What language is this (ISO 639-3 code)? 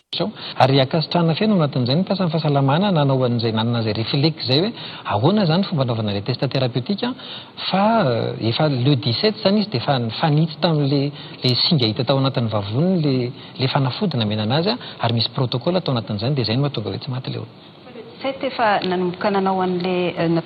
mlg